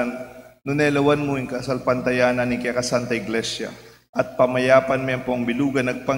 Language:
Pampanga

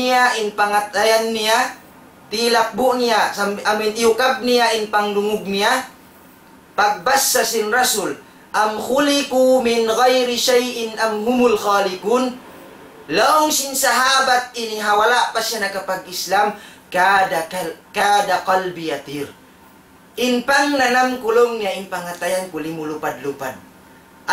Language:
Tausug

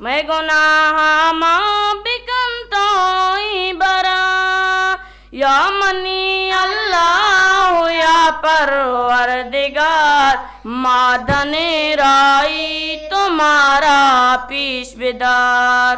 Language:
Eastern Balochi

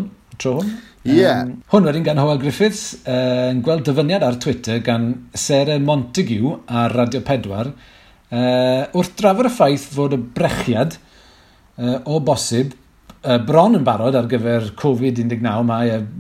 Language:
Welsh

